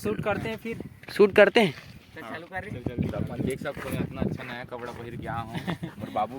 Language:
Chhattisgarhi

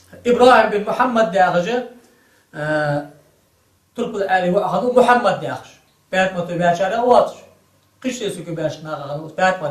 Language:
Ingush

